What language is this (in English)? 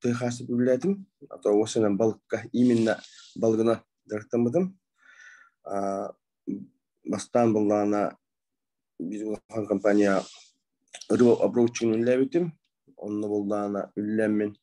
Yakut